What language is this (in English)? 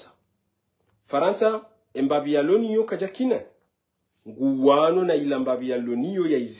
Ngazidja Comorian